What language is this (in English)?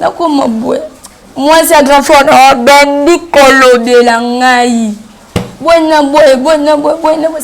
Lingala